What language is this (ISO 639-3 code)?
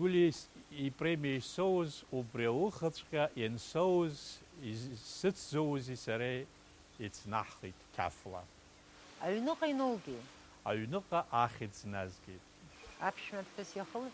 abk